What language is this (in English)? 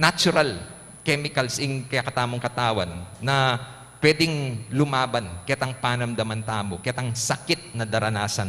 Pampanga